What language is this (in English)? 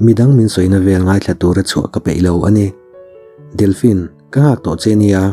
Mizo